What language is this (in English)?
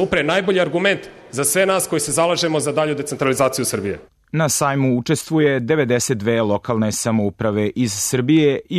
Serbian